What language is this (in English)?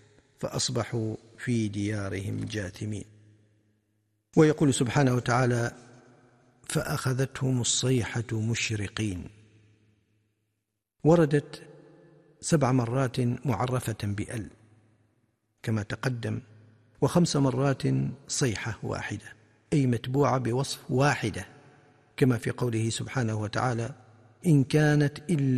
Arabic